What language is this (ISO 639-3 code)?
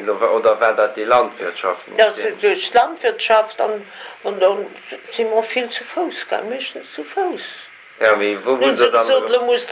ltz